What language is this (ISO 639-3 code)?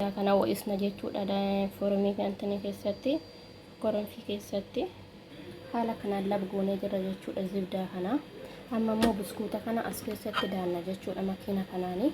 orm